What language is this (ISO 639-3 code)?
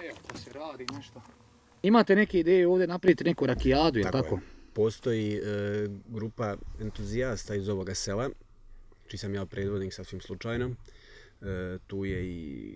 bos